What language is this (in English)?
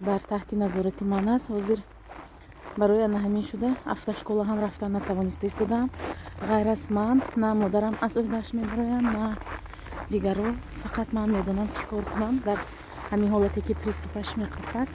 Tajik